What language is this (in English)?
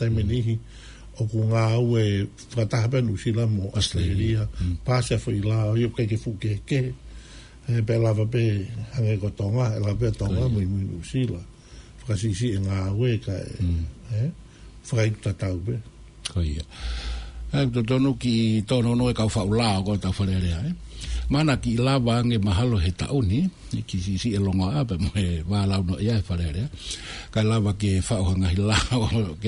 Tongan